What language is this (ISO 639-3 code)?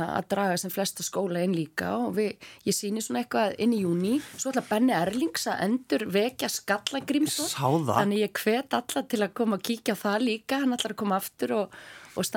isl